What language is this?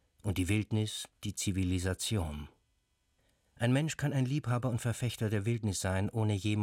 German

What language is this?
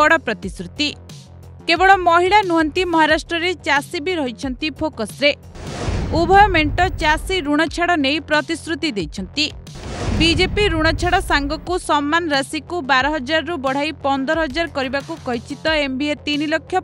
Odia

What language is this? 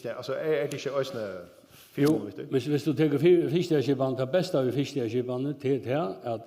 Faroese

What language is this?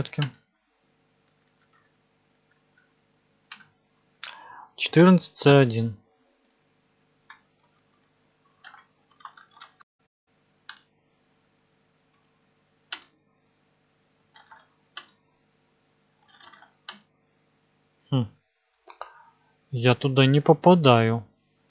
Russian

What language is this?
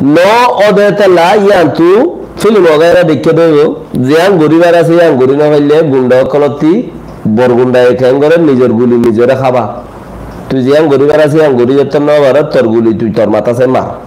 Rohingya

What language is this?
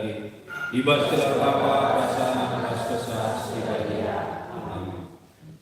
Batak Karo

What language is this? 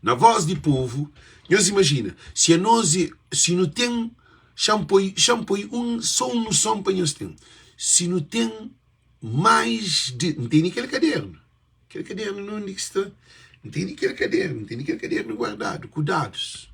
Kabuverdianu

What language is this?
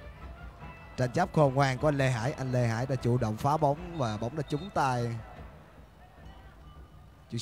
Vietnamese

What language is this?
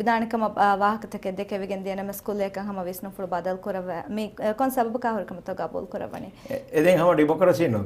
Divehi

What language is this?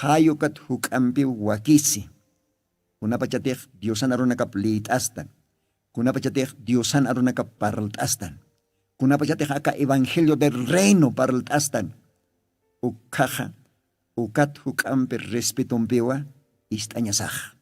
Aymara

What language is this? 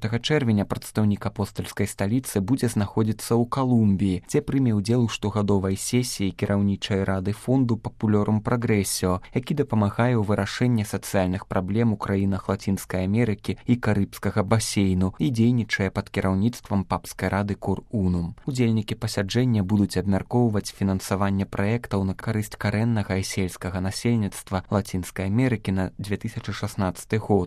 Belarusian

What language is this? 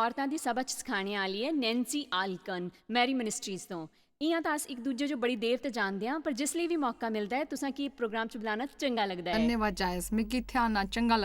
Dogri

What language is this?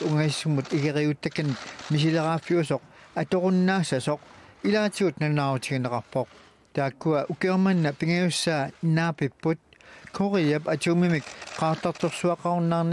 Kalaallisut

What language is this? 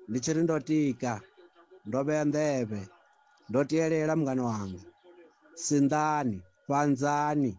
Venda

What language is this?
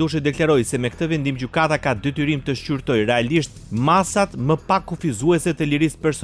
Albanian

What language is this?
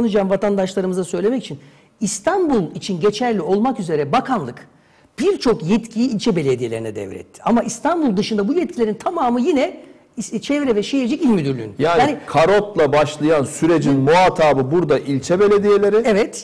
Turkish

